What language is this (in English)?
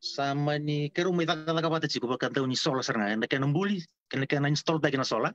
Fijian